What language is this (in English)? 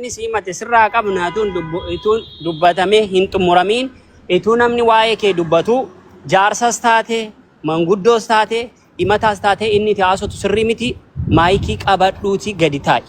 Oromo